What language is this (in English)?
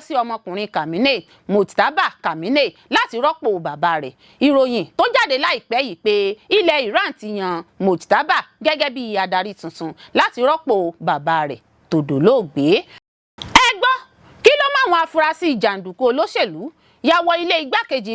Yoruba